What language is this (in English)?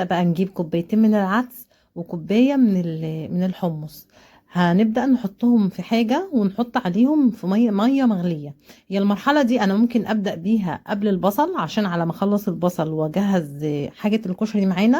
Egyptian Arabic